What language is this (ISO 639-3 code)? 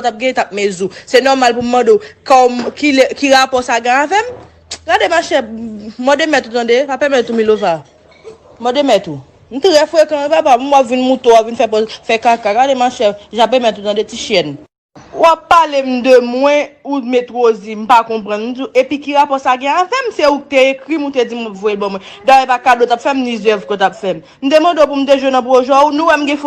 hat